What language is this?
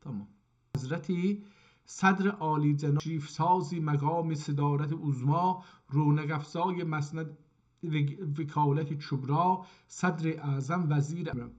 South Azerbaijani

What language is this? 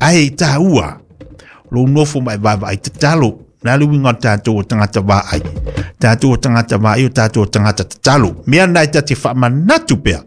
Samoan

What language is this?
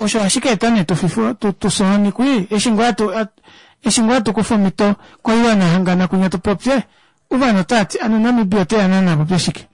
Kuanyama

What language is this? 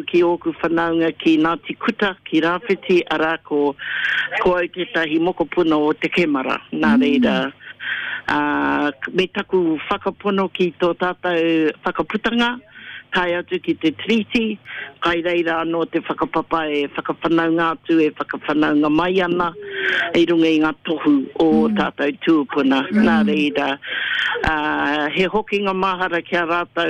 Māori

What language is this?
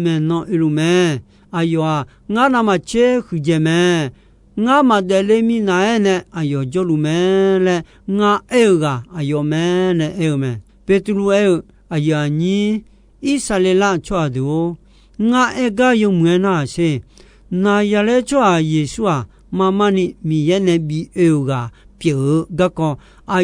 Akha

